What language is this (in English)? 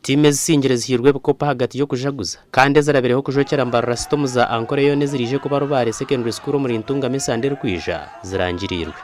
Nyankole